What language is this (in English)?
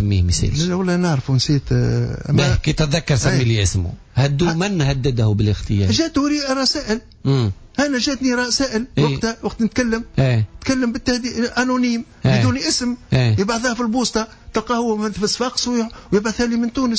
Tunisian Arabic